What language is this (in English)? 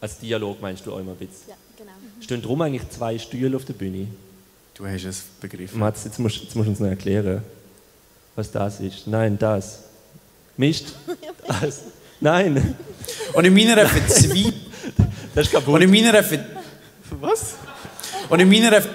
Swiss German